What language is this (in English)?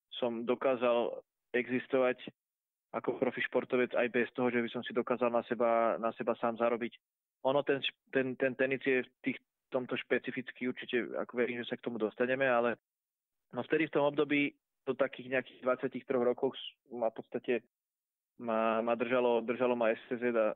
Slovak